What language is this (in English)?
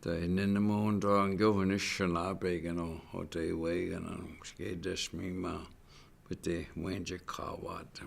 Chippewa